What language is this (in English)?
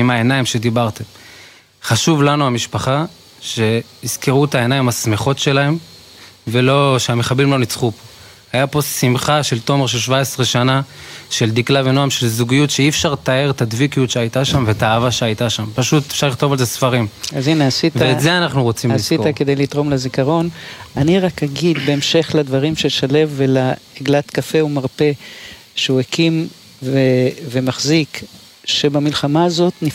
Hebrew